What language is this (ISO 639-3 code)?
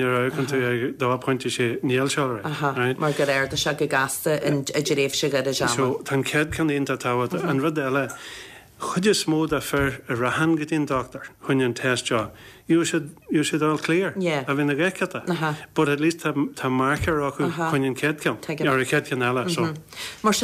gle